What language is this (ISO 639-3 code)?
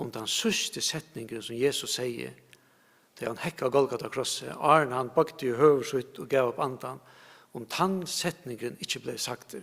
fao